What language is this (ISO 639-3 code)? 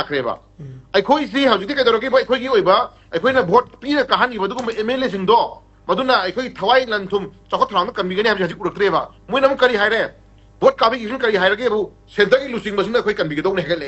mni